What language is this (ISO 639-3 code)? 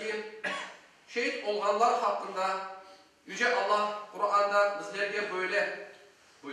crh